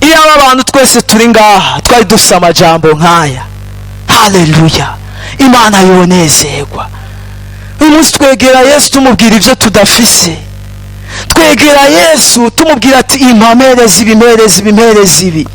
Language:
Rundi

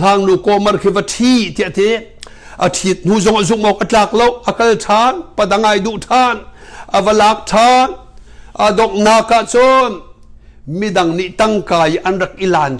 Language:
Hakha Chin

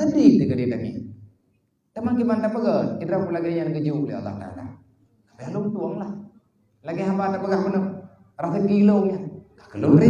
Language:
Achinese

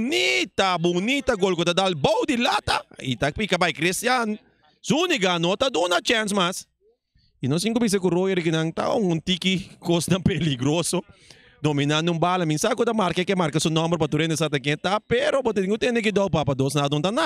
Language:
Papiamento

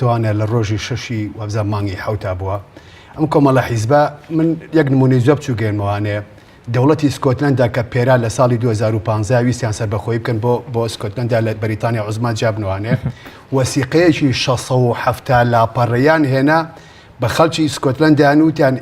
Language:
Central Kurdish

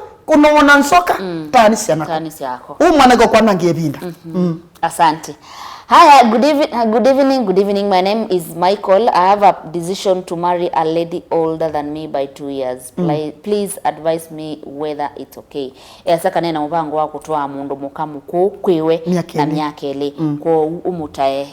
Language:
Kamba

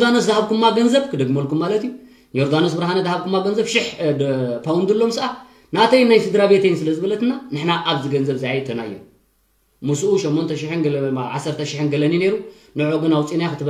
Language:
Tigrinya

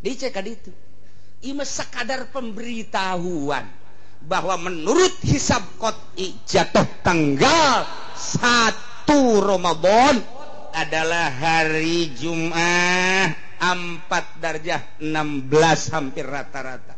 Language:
Sundanese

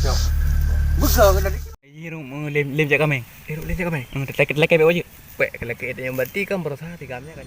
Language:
Achinese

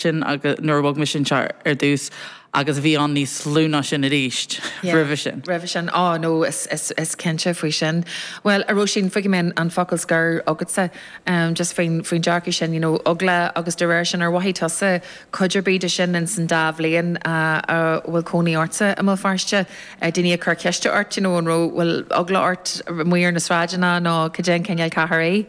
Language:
Irish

